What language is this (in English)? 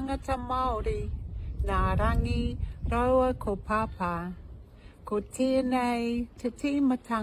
Māori